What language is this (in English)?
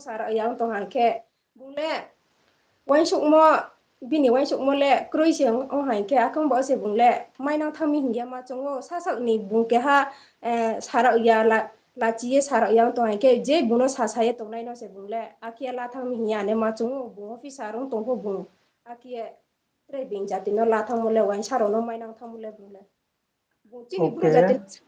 Riang (India)